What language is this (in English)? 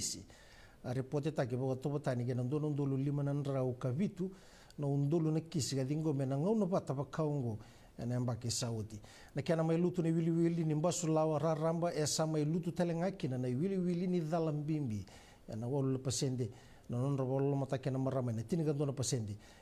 Fijian